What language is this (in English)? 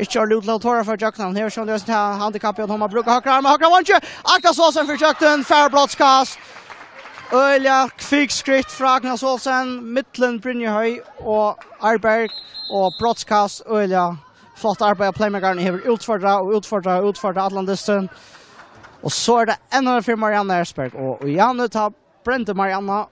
Faroese